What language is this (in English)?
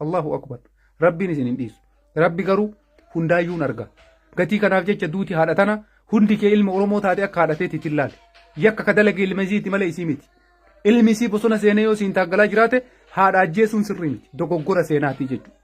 Oromo